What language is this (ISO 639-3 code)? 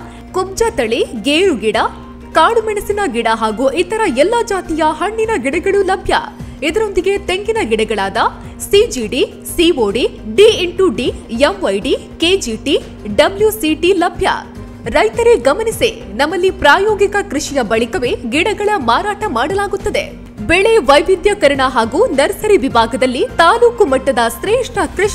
kan